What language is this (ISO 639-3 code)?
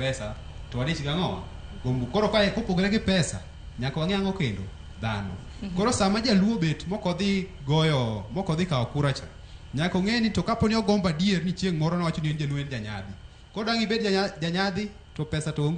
luo